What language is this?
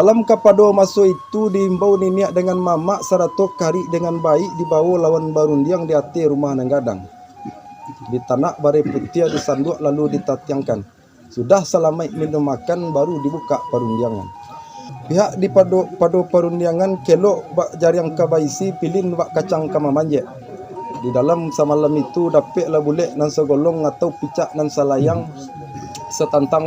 Minangkabau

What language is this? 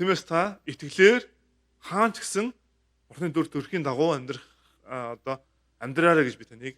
Mongolian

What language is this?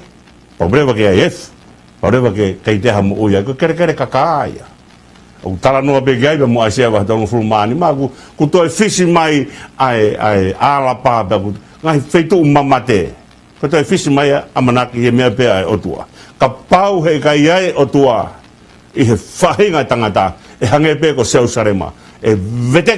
Tongan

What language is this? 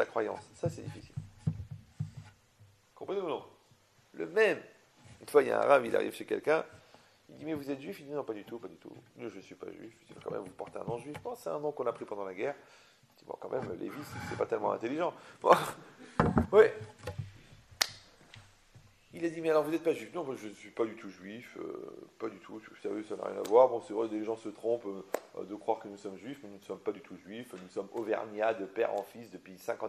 French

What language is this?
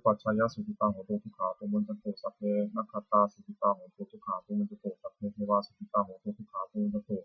Pali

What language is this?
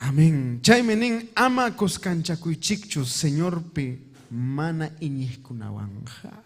Ayacucho Quechua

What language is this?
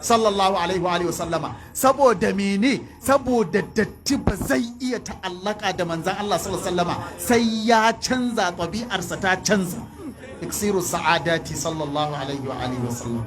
Hausa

